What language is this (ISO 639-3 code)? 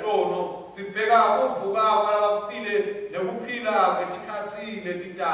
ssw